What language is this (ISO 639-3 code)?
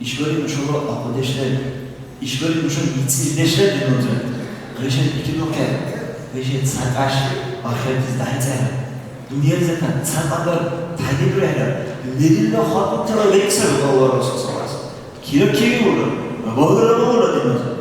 dar